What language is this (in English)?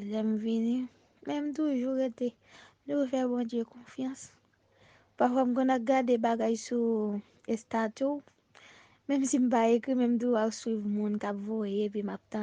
Haitian Creole